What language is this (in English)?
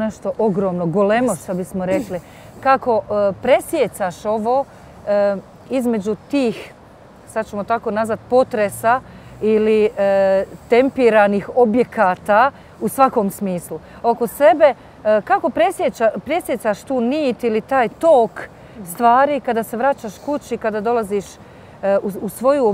Bosnian